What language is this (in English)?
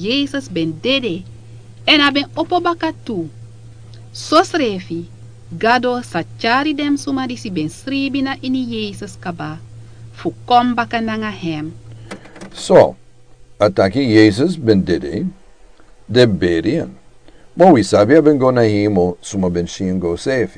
Sranan Tongo